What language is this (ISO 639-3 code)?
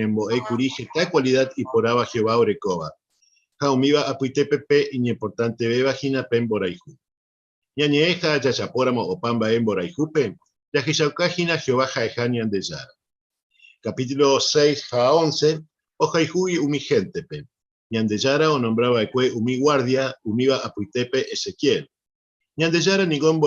grn